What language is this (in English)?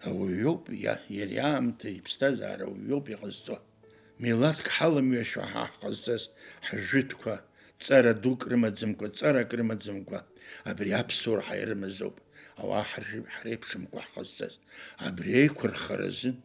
Abkhazian